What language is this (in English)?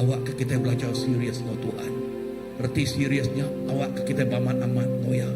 Iban